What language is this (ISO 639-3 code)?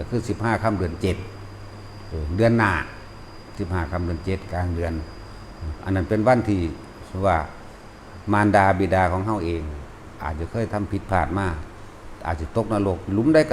tts